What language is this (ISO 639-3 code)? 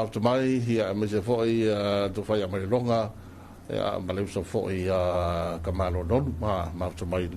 smo